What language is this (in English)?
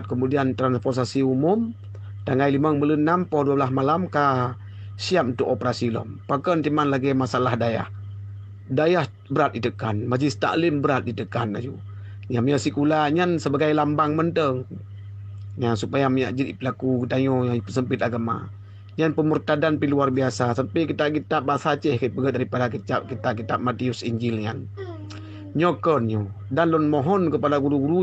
Achinese